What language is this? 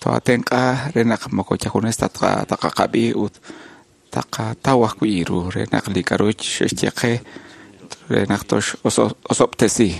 Kekchí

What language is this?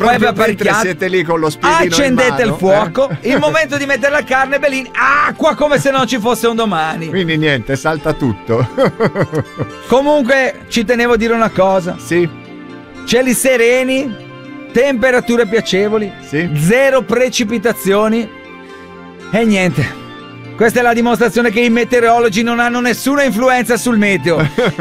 Italian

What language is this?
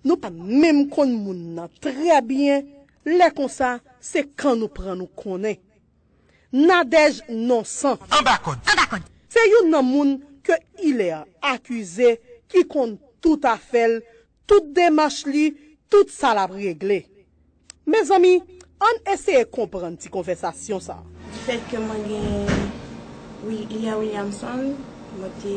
Haitian Creole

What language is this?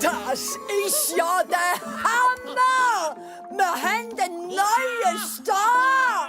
Swiss German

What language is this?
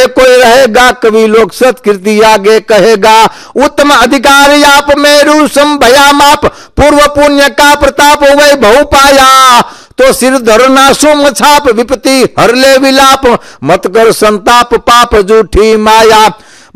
Gujarati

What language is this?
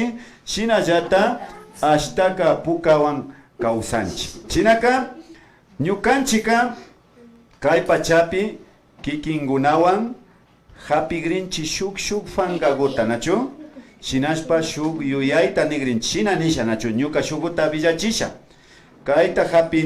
Imbabura Highland Quichua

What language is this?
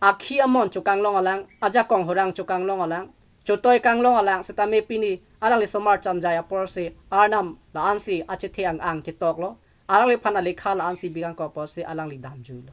Karbi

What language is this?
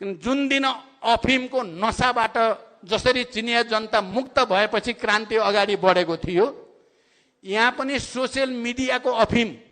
Nepali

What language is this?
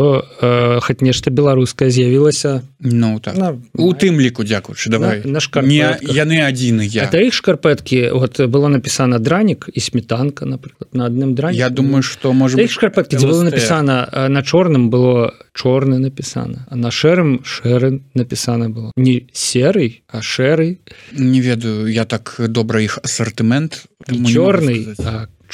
Belarusian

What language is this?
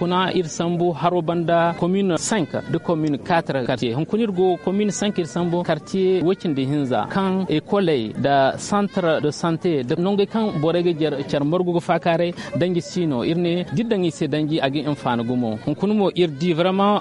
Zarma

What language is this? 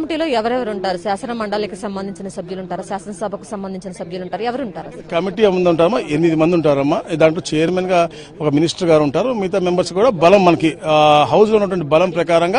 Telugu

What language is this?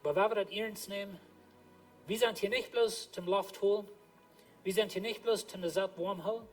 Plautdietsch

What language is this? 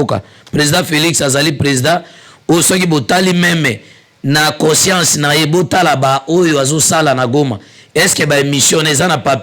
Lingala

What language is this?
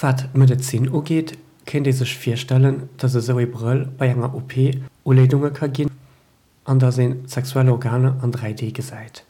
Luxembourgish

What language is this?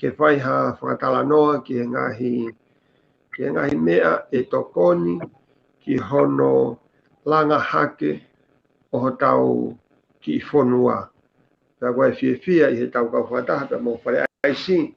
Tongan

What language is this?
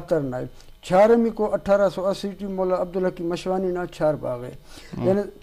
Brahui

